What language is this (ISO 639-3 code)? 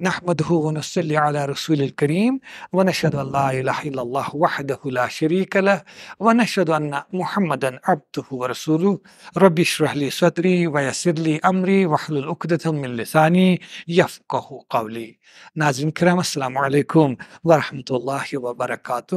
kas